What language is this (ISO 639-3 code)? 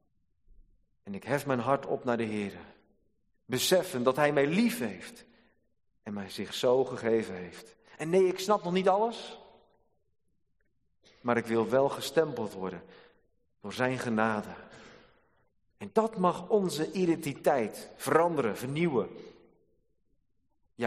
nld